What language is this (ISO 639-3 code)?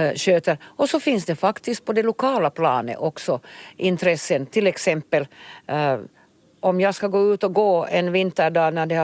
swe